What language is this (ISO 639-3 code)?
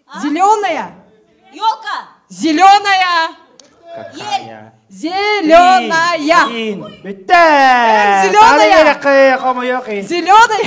sah